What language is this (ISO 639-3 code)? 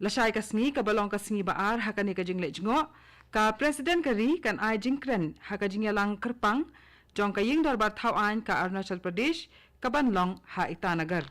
kha